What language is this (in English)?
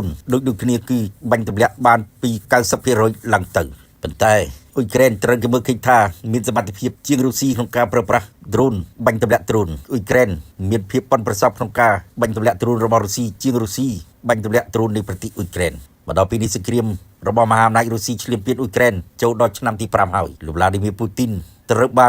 Khmer